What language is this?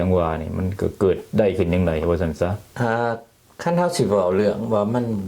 Lao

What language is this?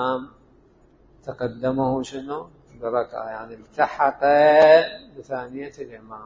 Mesopotamian Arabic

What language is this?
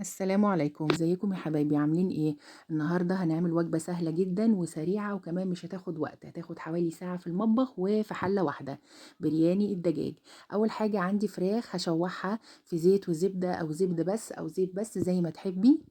Egyptian Arabic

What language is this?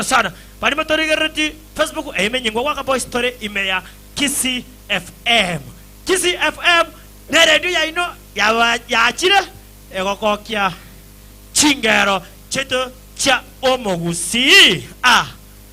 Gusii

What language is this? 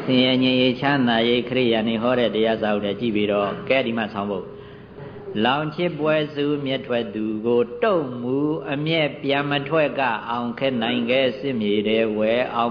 Burmese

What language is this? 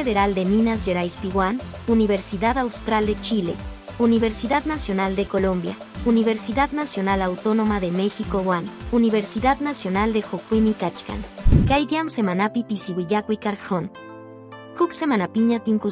Quechua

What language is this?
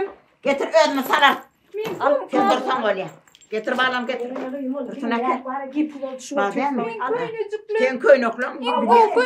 Turkmen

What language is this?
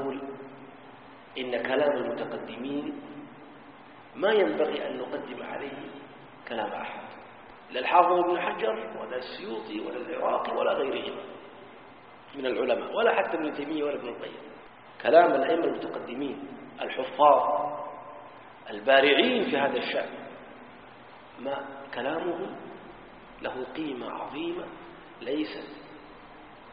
Arabic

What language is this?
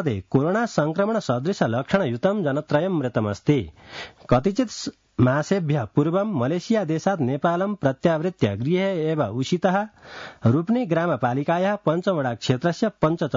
Sanskrit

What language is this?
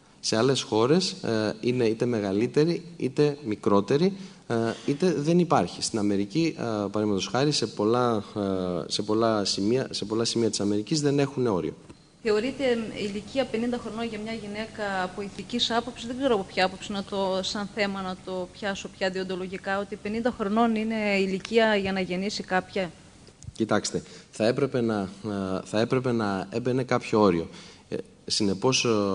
Greek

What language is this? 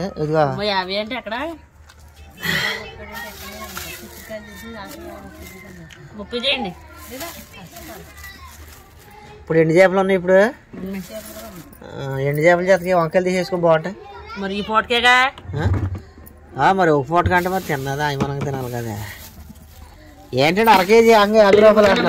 Telugu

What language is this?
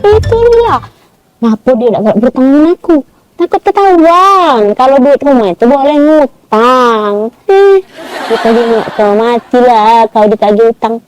Musi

